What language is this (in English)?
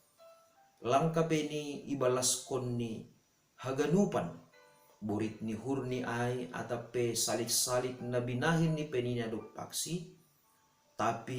Batak Simalungun